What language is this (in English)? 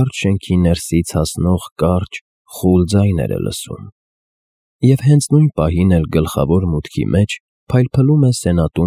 Armenian